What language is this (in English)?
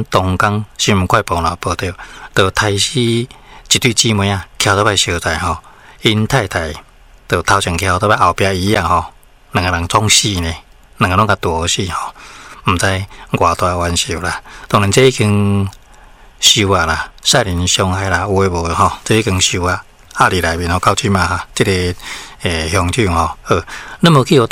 Min Nan Chinese